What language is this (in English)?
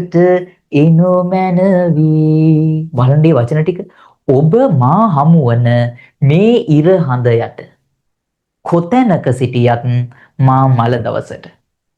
Sinhala